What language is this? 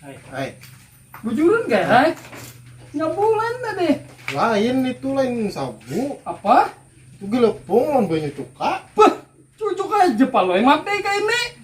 Banjar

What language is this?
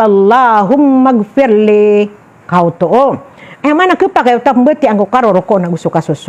Maranao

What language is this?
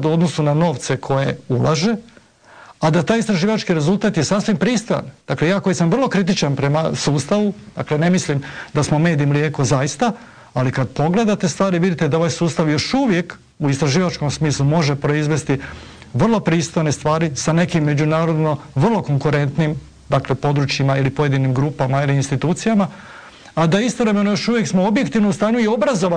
Croatian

